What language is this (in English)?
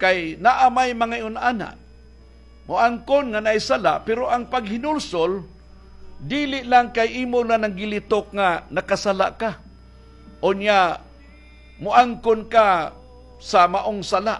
Cebuano